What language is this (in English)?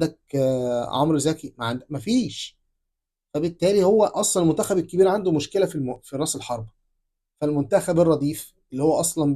Egyptian Arabic